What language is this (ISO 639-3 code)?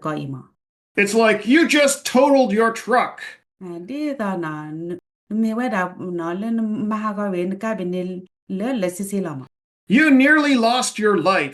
ksw